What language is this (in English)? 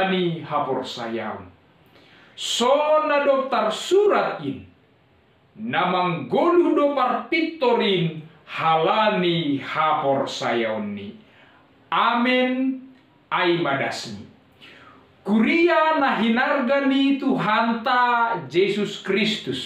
Batak Simalungun